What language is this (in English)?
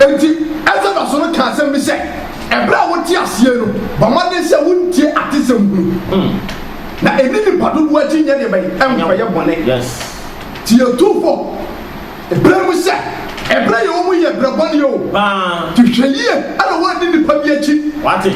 Akan